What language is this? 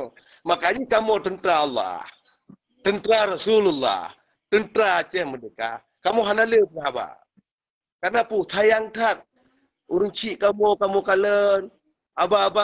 Achinese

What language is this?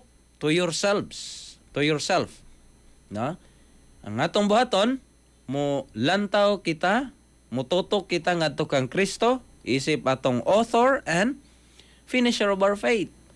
Cebuano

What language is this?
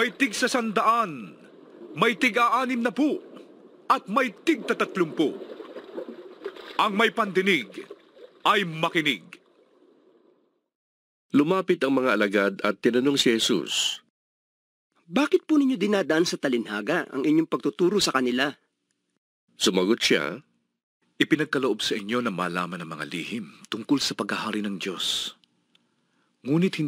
Filipino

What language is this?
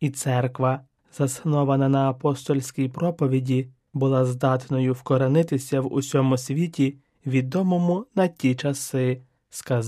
Ukrainian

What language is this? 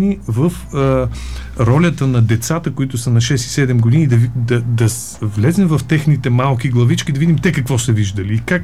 Bulgarian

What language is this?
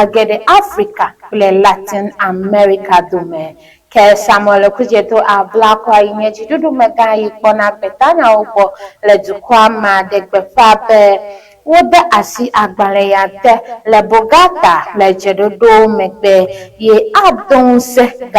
Ewe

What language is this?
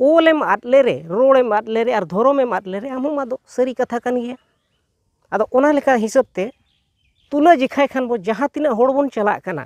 Santali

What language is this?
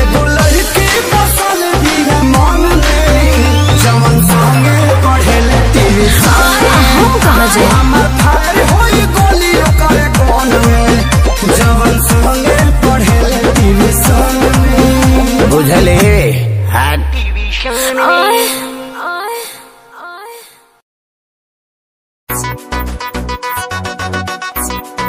Bhojpuri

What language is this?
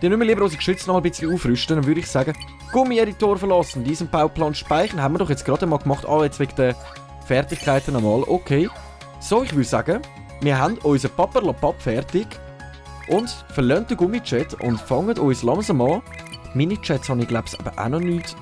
Swiss German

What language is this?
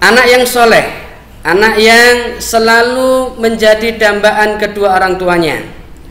Indonesian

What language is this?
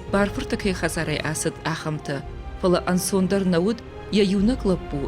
Ossetic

